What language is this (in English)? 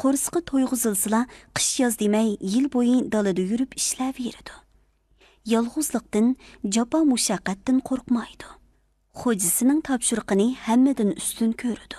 Uyghur